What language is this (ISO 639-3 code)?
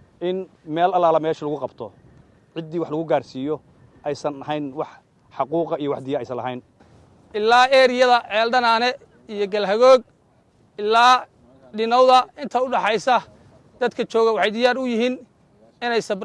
som